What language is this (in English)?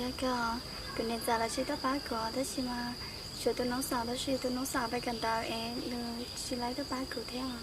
Hmong